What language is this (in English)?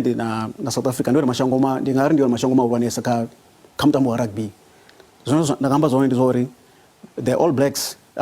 Venda